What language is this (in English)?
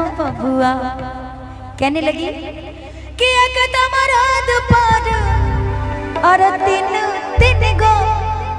Bhojpuri